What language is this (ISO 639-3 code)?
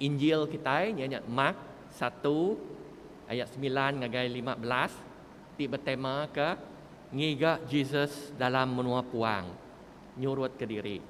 iba